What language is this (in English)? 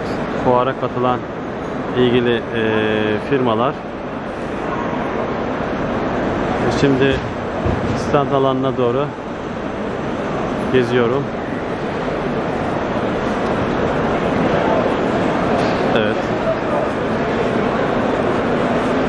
Turkish